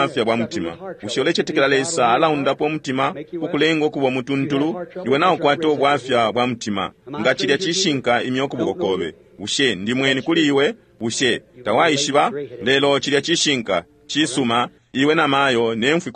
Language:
Bemba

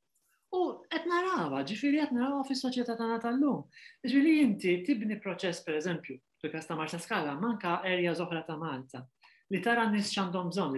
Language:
Maltese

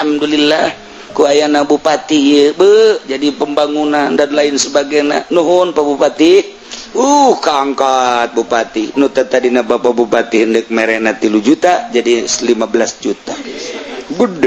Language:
Sundanese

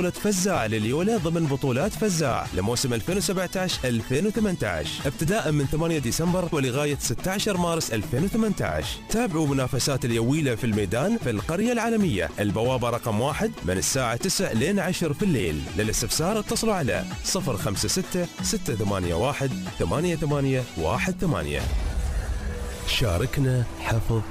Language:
Gulf Arabic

